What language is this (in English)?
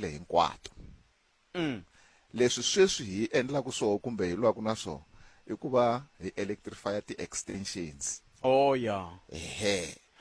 Tsonga